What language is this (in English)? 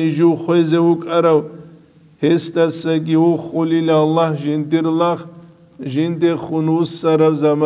Avaric